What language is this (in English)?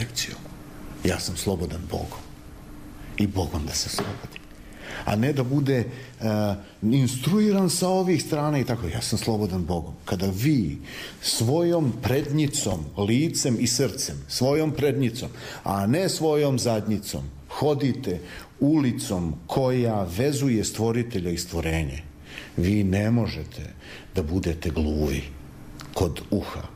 Serbian